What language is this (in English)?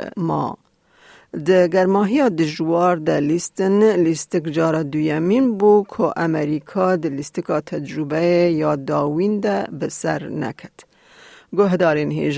Kurdish